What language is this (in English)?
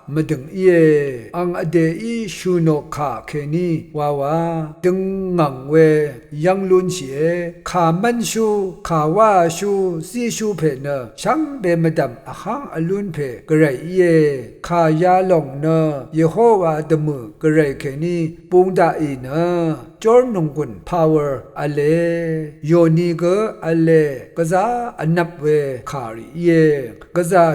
Rawang